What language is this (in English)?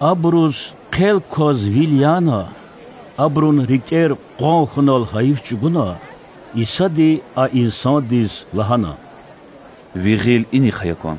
Lezghian